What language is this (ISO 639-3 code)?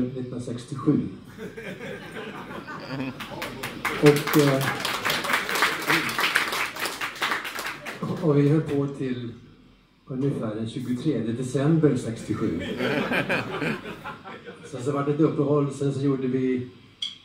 swe